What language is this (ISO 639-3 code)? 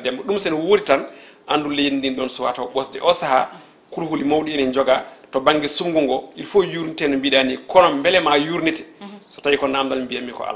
ful